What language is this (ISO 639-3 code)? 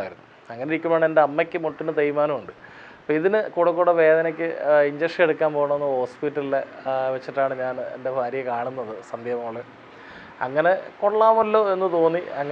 mal